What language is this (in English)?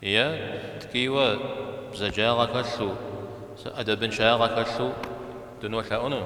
Kabardian